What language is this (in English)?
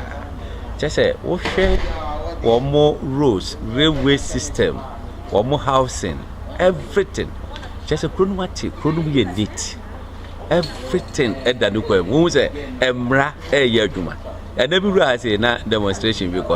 Akan